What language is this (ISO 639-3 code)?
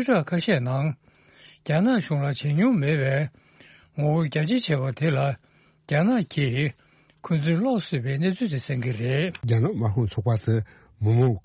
bod